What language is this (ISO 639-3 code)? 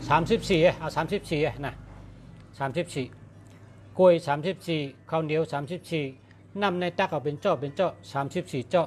shn